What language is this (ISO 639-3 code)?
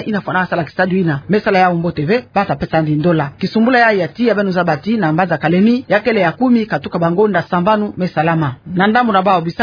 ktu